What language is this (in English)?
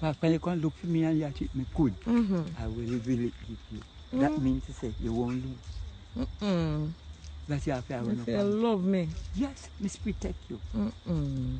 Jamaican Creole English